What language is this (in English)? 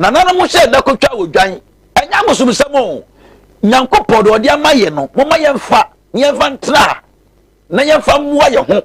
Akan